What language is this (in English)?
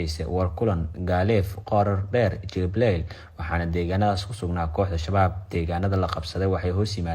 Somali